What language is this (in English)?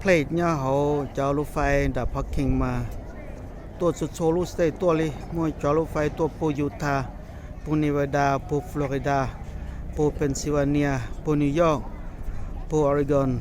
Hmong